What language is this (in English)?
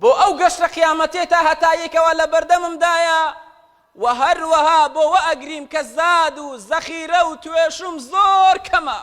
Central Kurdish